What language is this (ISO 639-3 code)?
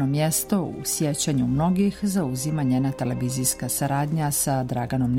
srp